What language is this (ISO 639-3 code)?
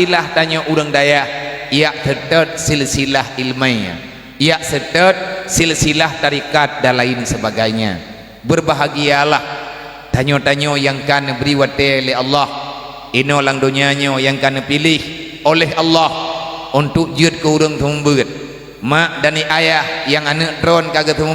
ace